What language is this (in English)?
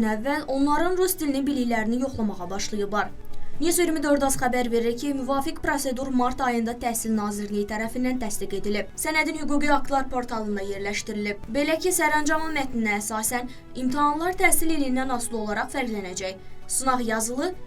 Azerbaijani